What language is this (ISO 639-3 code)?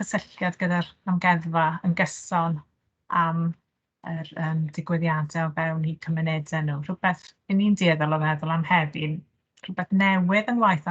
cym